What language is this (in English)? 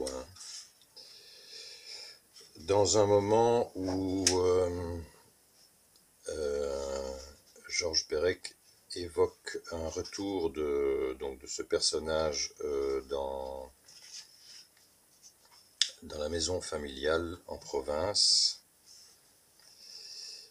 French